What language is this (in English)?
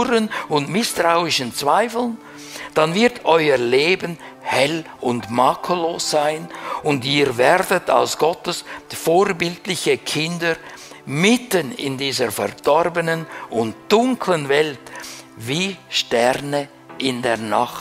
German